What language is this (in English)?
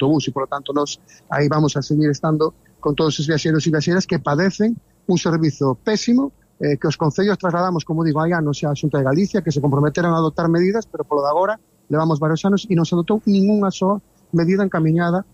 Galician